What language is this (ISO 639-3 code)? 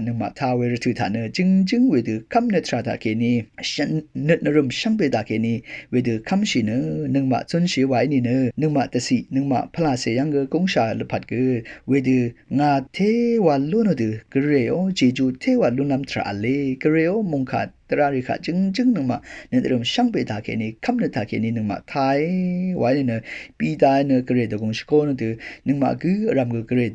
raw